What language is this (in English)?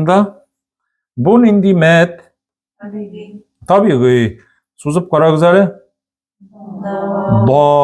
Tatar